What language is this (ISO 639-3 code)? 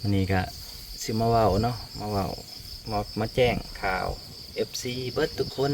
lao